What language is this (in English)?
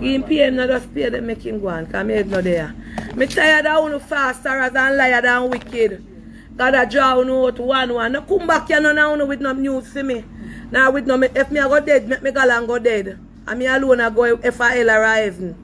Jamaican Creole English